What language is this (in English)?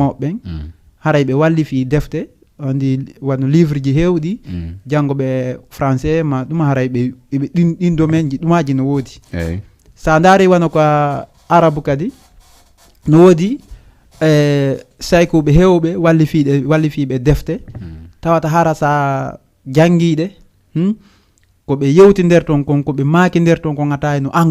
Fula